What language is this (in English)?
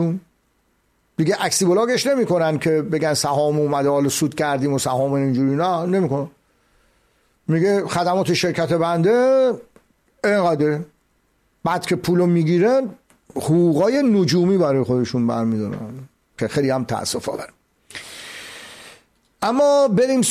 Persian